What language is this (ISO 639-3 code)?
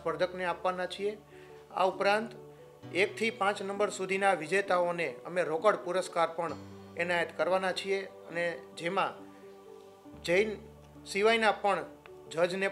guj